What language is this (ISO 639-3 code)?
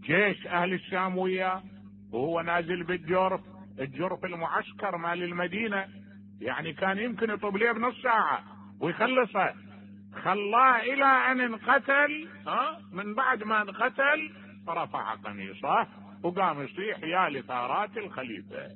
acm